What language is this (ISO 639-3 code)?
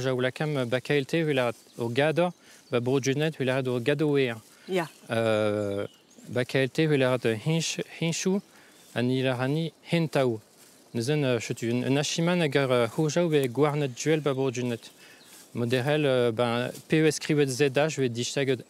bre